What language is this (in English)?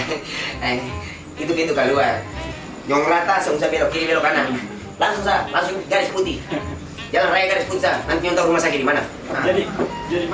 Ambonese Malay